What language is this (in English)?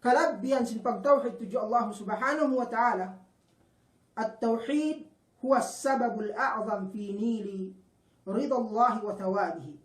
Yakan